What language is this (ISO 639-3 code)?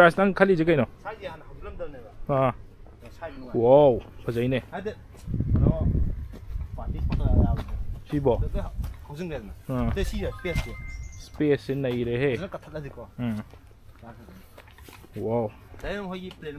mni